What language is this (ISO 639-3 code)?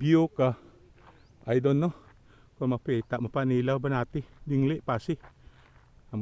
hil